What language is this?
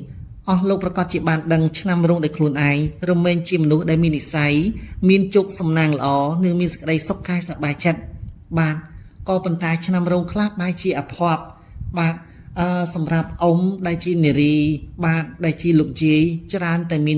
Khmer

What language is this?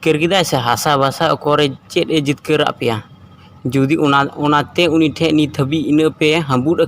Santali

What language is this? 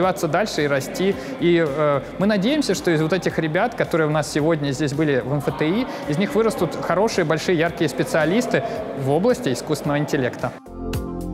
Russian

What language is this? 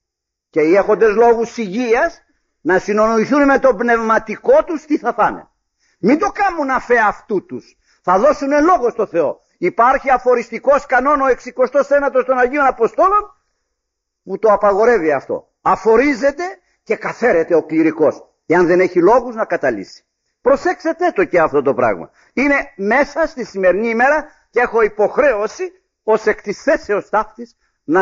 Greek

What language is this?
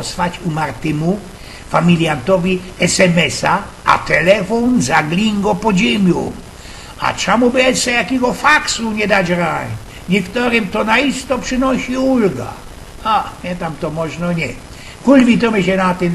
Silesian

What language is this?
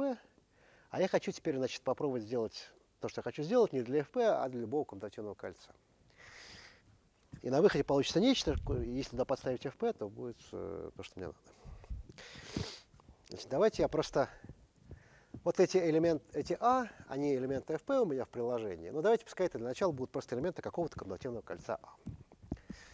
Russian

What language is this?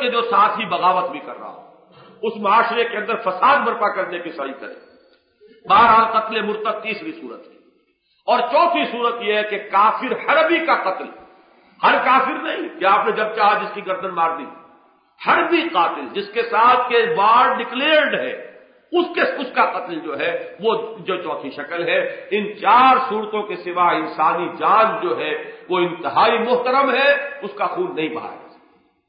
Urdu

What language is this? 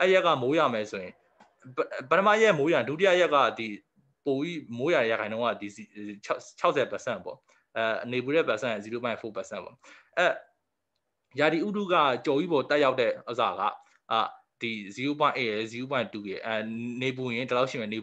Burmese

